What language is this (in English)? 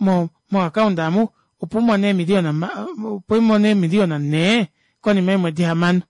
Kuanyama